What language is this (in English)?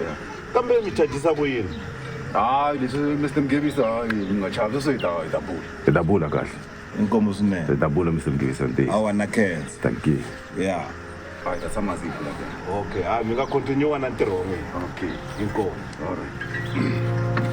Tsonga